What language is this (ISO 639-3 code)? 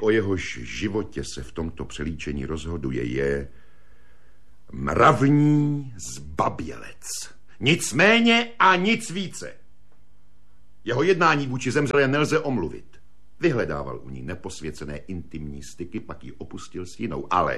ces